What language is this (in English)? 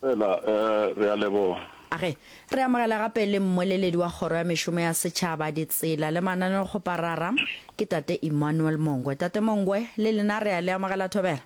Northern Sotho